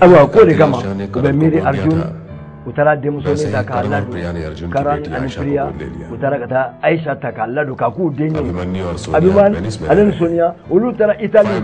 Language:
Bambara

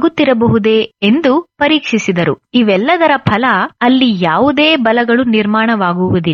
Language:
Kannada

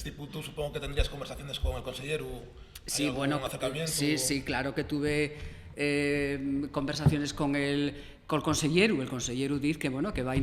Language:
Asturian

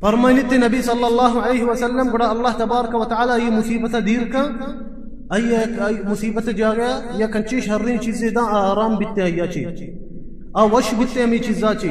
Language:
Baluchi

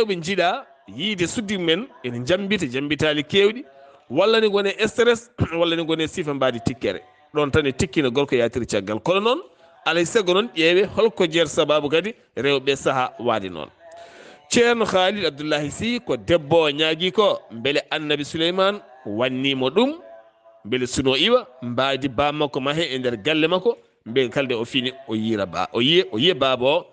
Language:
Fula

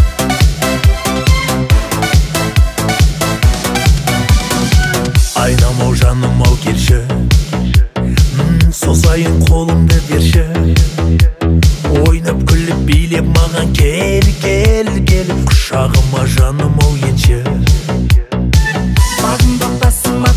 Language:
Kazakh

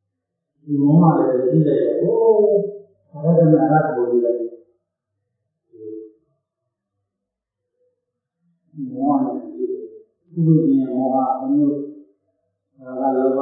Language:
Burmese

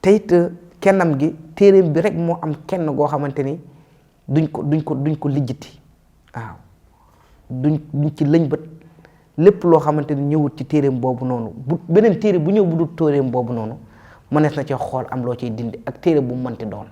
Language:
Wolof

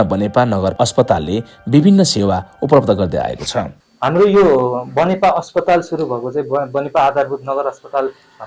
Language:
Nepali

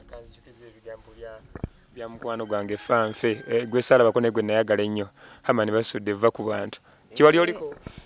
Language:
Ganda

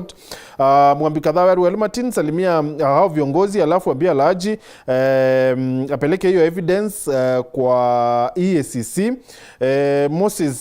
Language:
Meru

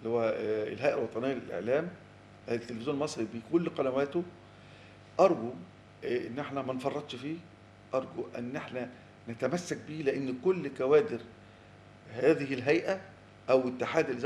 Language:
Egyptian Arabic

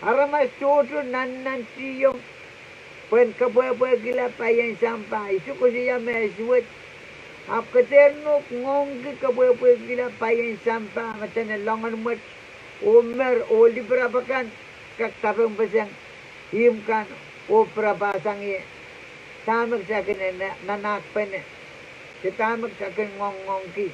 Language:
Pohnpeian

